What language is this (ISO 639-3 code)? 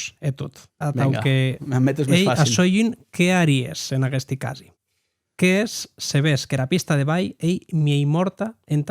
oci